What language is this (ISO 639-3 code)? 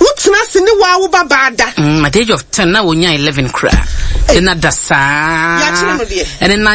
aka